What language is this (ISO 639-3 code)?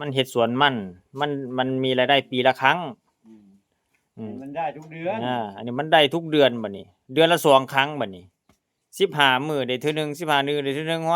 tts